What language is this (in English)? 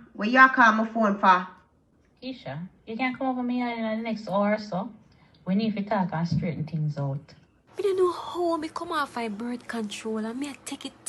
Jamaican Creole English